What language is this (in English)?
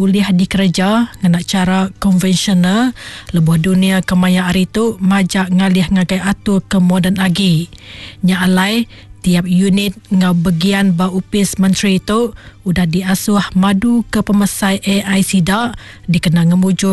Iban